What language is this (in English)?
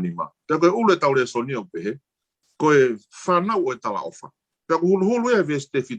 Tongan